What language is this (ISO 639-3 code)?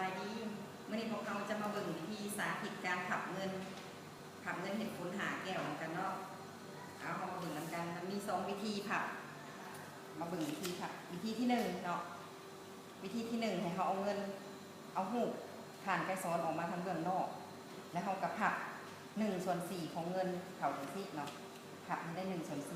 lao